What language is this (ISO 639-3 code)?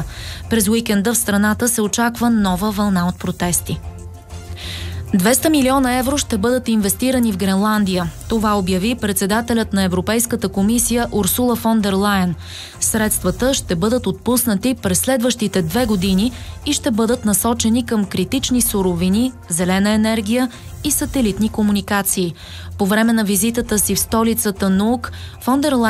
bul